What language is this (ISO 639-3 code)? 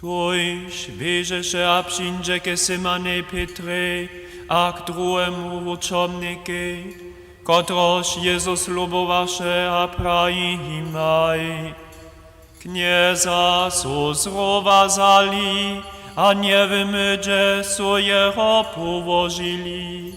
hsb